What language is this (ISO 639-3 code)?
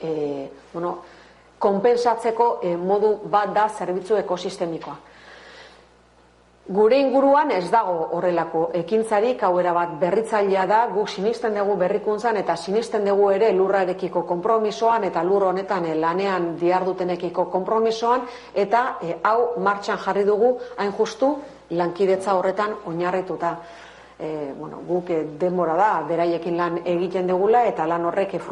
eus